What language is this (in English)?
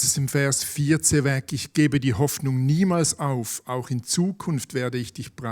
Swiss German